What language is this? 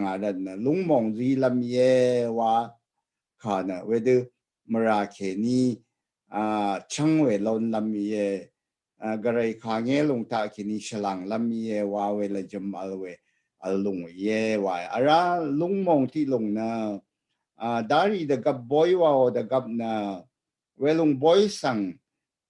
Rawang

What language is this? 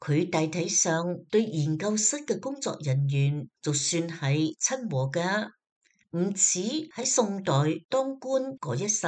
Cantonese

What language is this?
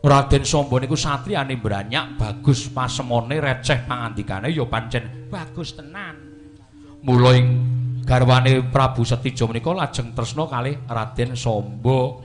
Javanese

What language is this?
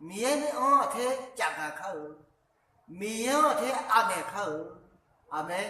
Akha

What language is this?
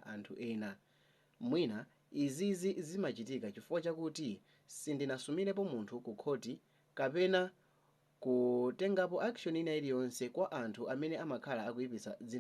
Nyanja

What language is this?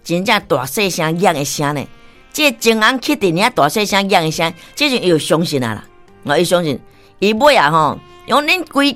Min Nan Chinese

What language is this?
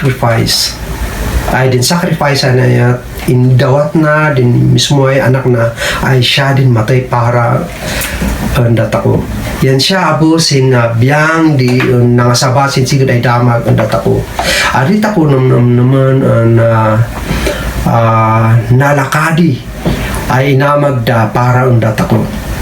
Kankanaey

